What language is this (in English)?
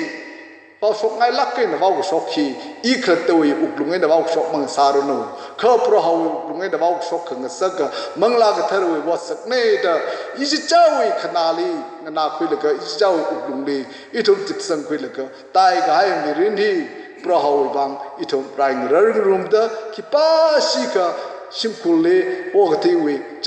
Tangkhul Naga (India)